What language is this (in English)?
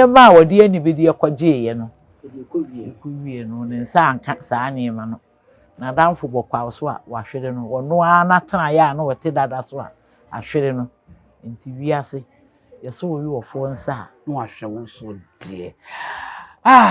Akan